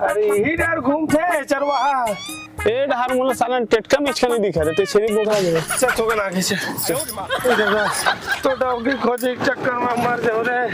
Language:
Chhattisgarhi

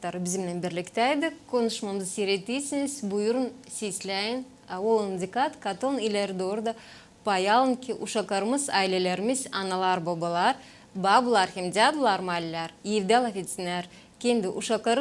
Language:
Gagauz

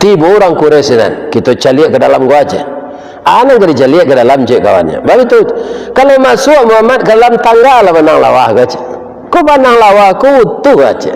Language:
Minangkabau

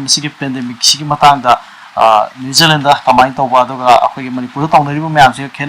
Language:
Manipuri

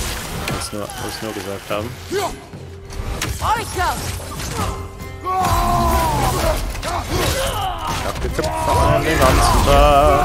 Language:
German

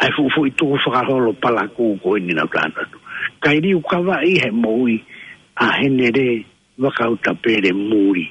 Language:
Tongan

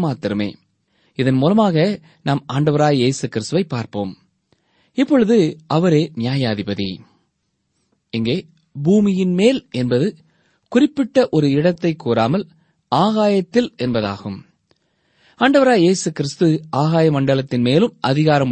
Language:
Tamil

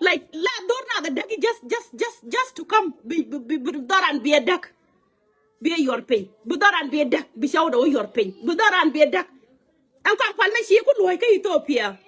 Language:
Nuer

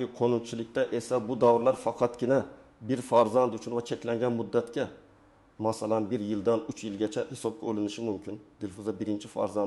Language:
Uzbek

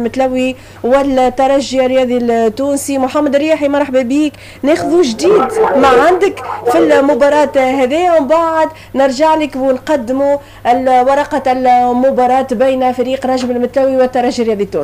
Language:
Tunisian Arabic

